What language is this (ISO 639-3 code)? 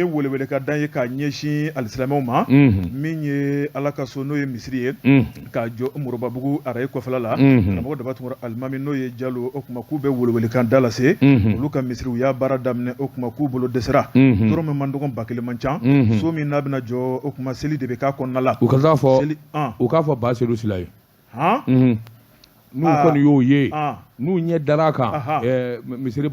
bam